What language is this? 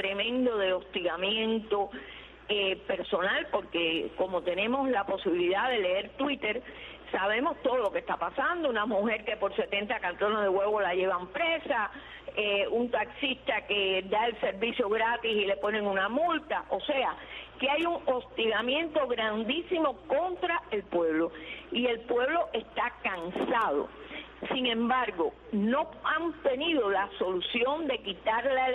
Spanish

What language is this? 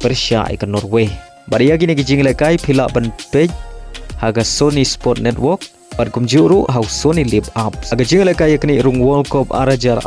Khasi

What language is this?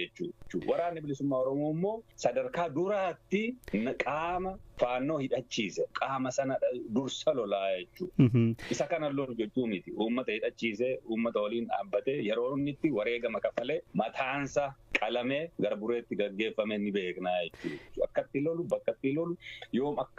Oromo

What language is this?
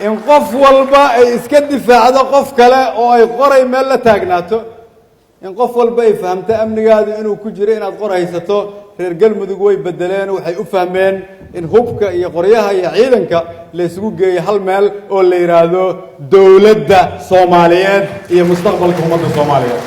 Somali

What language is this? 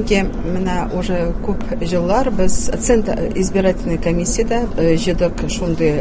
Tatar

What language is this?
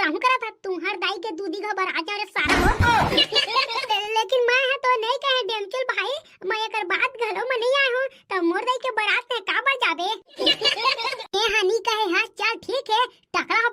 Chhattisgarhi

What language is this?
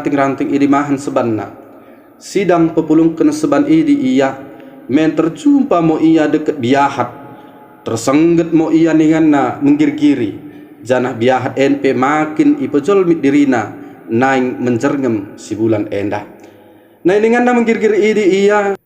Batak Dairi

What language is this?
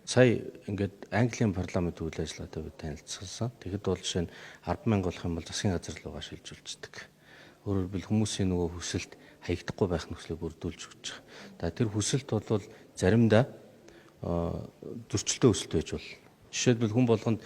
Mongolian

